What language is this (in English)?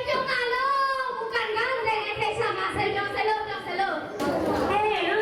Kachin